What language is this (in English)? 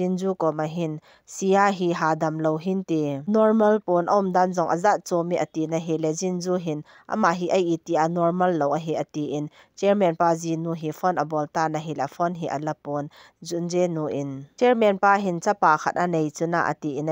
Thado Chin